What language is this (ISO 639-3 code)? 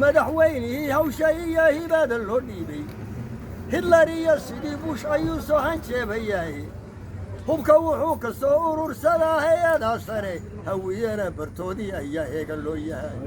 som